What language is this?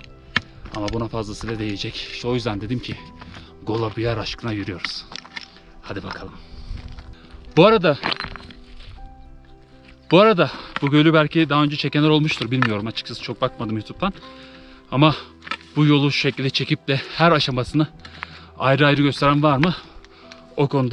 Turkish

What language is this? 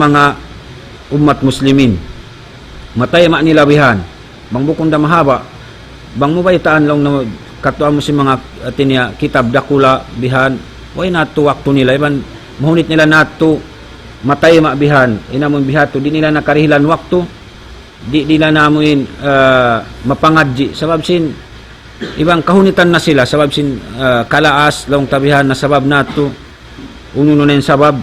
Tausug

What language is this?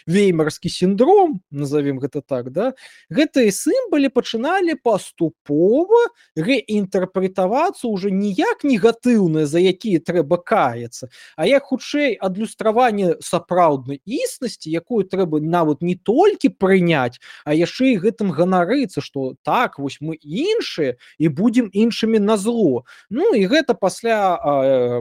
Belarusian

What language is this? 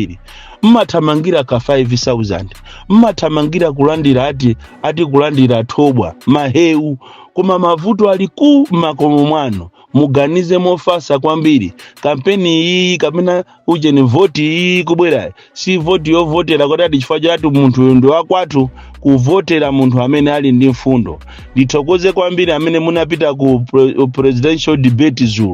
Nyanja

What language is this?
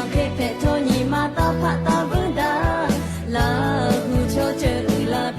Lahu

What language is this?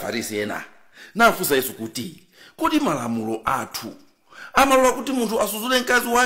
Nyanja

